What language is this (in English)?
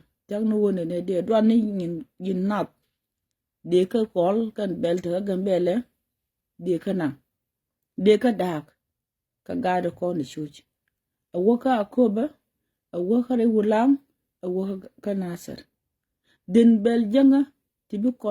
Nuer